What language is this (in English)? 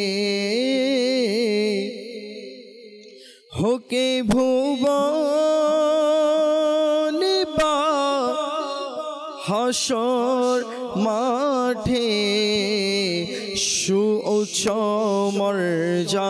Bangla